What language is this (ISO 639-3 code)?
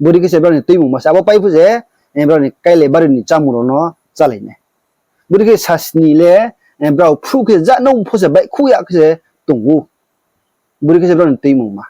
ria